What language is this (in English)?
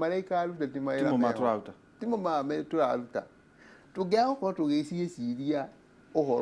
Kikuyu